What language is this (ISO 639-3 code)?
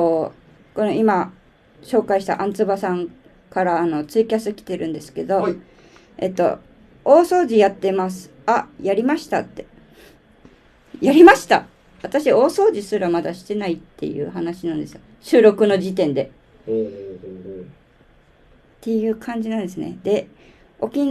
jpn